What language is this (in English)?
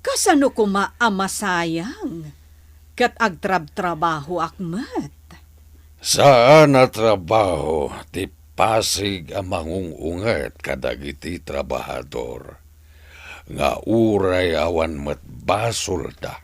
Iloko